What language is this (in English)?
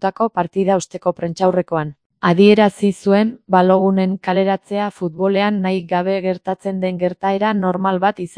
Basque